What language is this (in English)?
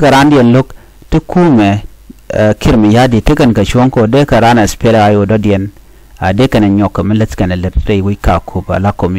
Nuer